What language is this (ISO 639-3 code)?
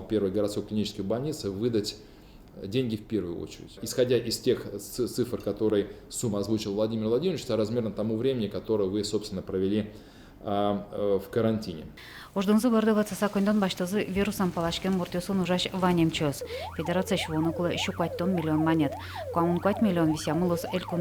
udm